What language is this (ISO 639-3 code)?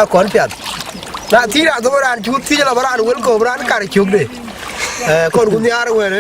din